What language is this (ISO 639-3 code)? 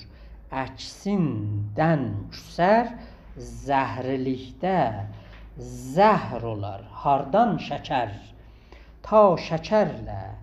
azb